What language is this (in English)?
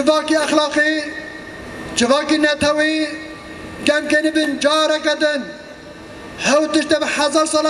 Kurdish